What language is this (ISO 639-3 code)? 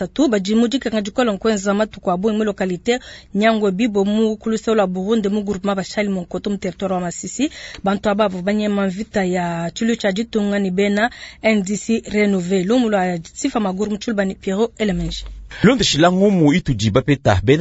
lua